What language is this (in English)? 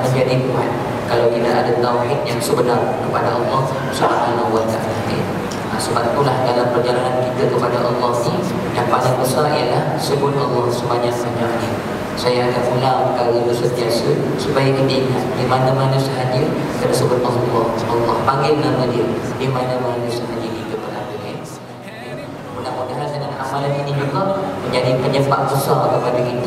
Malay